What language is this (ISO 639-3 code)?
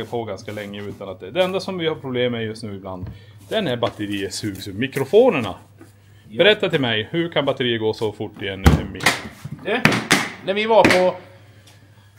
swe